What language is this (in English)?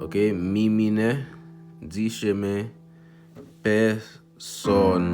Haitian Creole